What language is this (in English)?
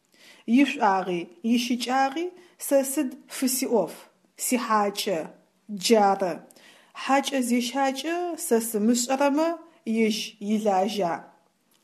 Adyghe